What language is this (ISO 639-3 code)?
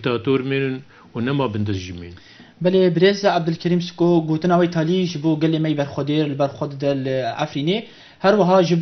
kur